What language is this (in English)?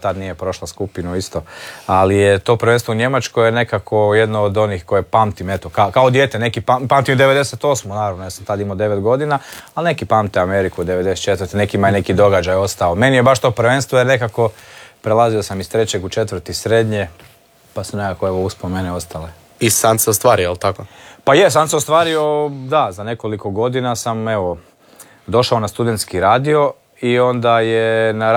Croatian